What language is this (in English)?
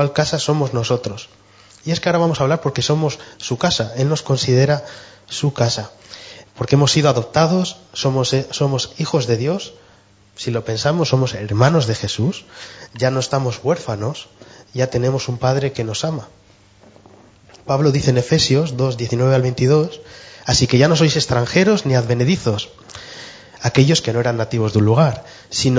Spanish